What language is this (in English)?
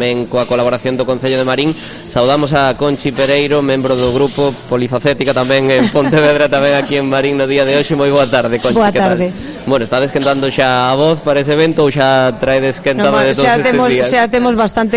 Galician